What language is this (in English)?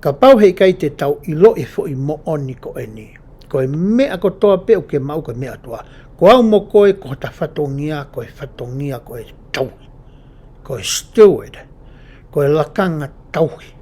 Tongan